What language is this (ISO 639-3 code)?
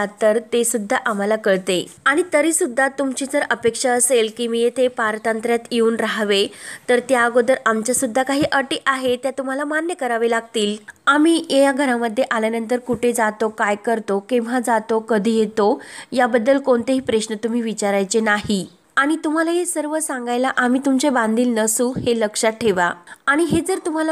mar